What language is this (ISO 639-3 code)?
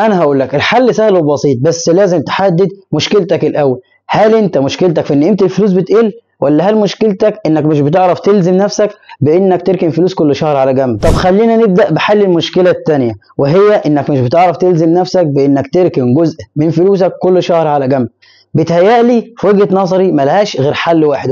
arz